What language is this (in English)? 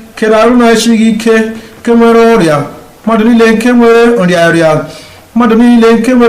Igbo